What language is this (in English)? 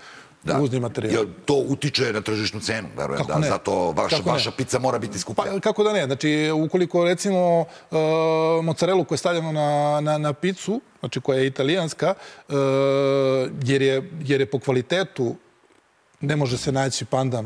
Serbian